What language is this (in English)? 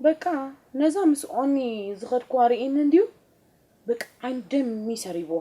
Tigrinya